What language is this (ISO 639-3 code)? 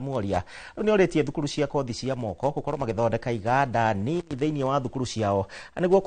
kik